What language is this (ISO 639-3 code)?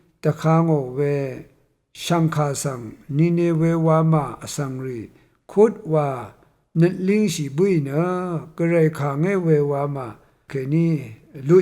raw